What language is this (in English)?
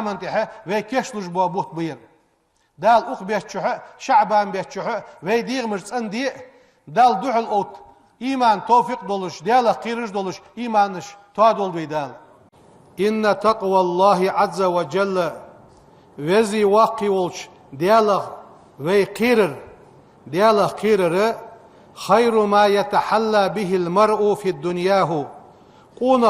Ingush